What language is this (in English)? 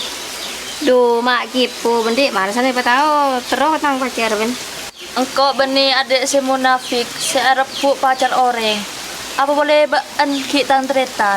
Madurese